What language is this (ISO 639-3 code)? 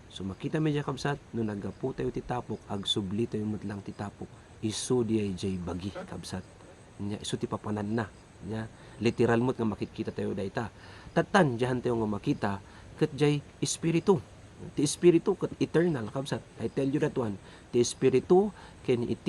ilo